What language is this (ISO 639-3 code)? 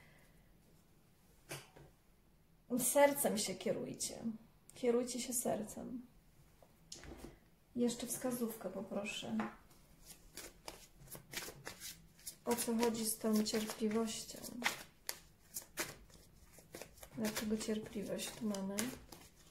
pol